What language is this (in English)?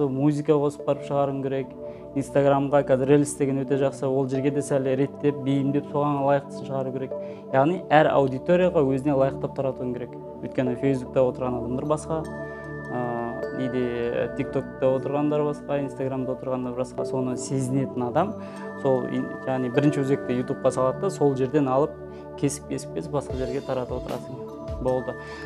Kazakh